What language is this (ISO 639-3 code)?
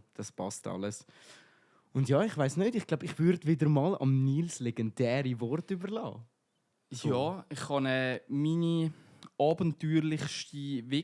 gsw